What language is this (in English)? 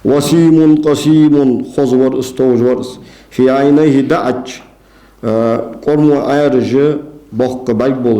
Ingush